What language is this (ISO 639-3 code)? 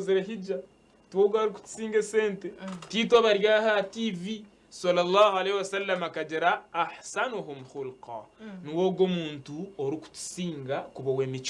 nyn